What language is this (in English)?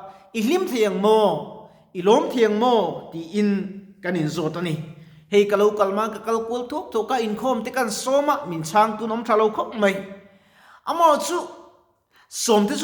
Mizo